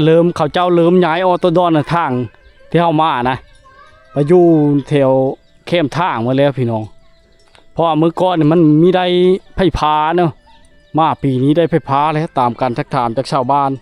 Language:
Lao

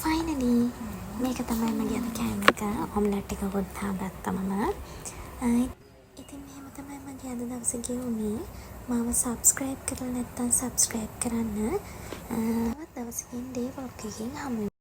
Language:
Sinhala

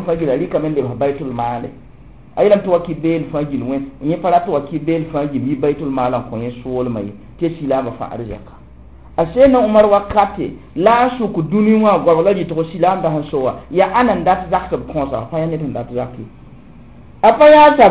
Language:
Mossi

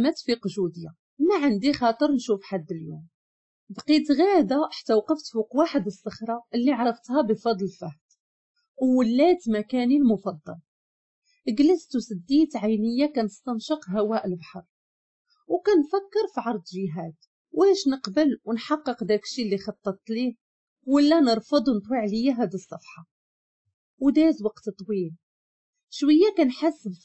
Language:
Moroccan Arabic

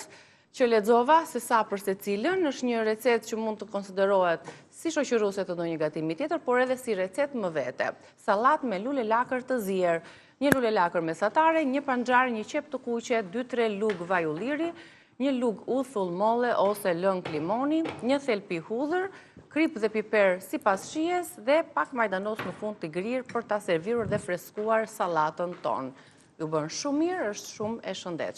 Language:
Albanian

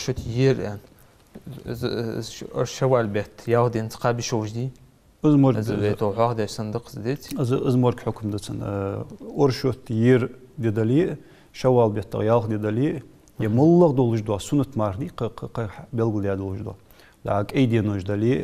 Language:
Ingush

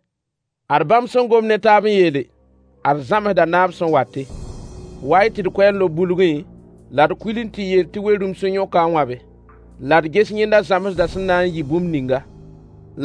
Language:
Mossi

